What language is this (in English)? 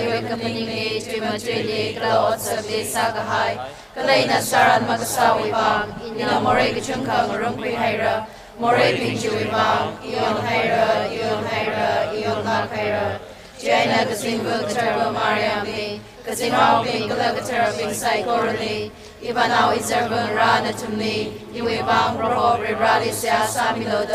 Tangkhul Naga (India)